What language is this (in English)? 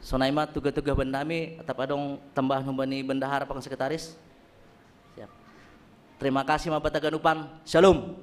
Batak Simalungun